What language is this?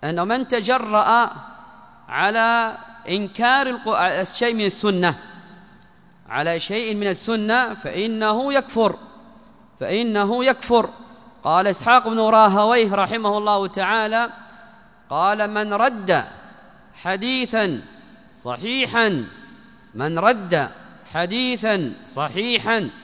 Arabic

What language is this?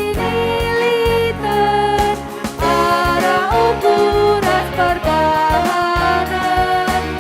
Batak Karo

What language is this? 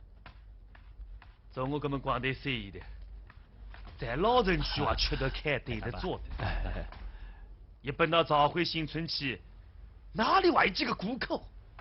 Wu Chinese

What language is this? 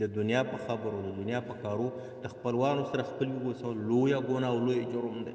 Pashto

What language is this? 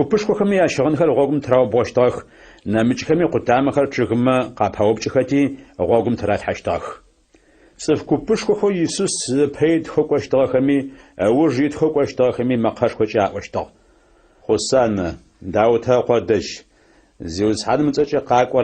Adyghe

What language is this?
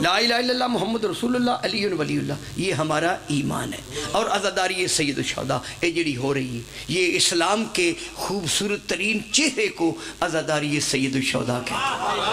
Pahari-Potwari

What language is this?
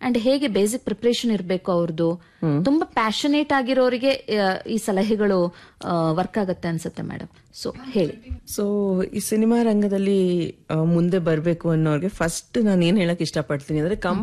Kannada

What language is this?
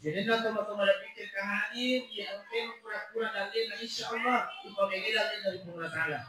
Buginese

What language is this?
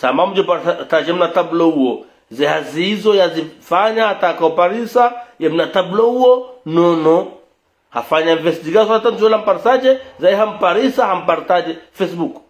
Ngazidja Comorian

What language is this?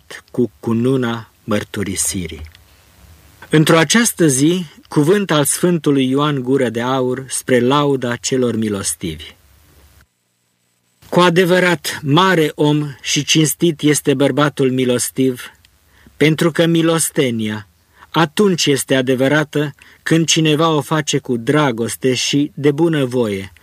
Romanian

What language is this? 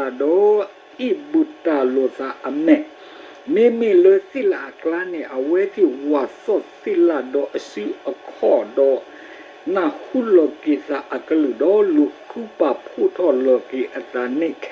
S'gaw Karen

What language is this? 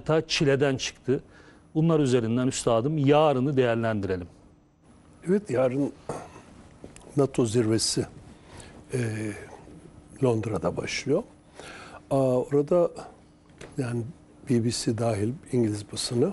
Turkish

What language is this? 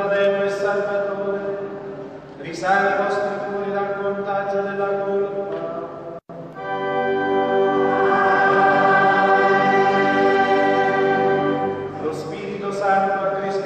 Italian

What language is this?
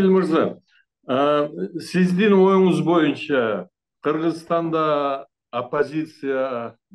Kyrgyz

